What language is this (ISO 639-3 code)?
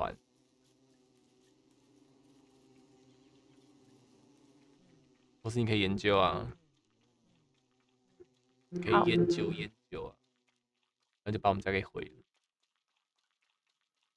zho